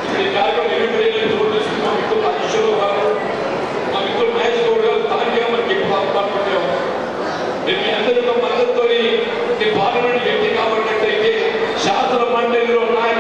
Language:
Telugu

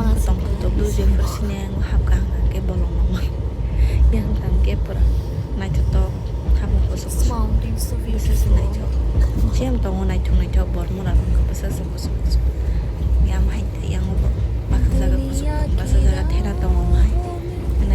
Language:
Kok Borok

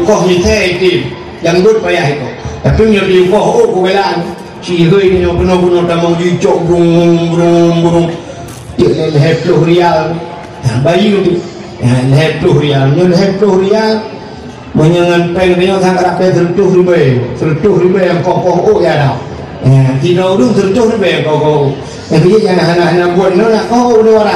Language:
Achinese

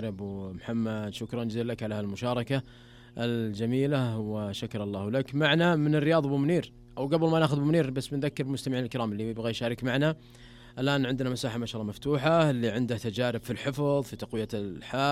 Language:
Najdi Arabic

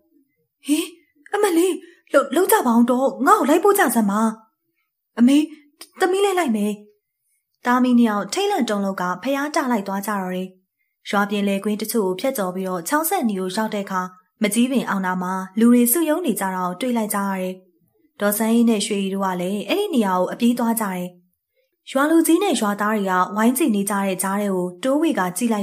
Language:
Burmese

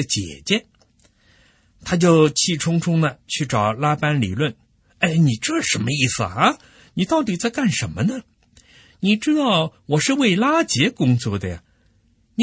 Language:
Chinese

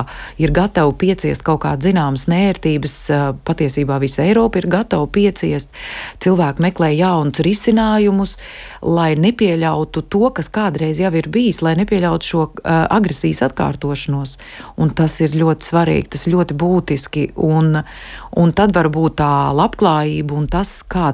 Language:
Latvian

